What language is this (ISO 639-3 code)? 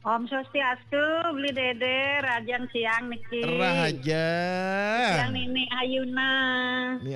ban